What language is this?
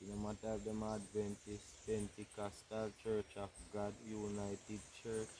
Jamaican Creole English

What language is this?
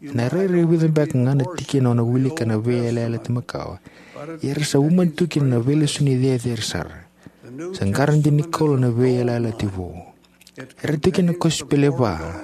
Fijian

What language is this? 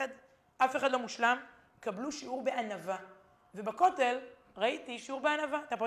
Hebrew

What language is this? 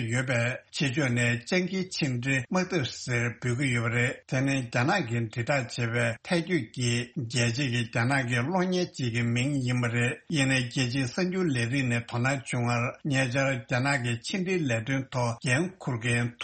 Tibetan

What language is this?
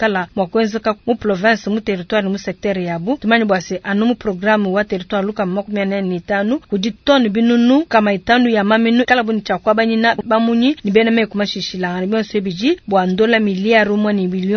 Luba-Lulua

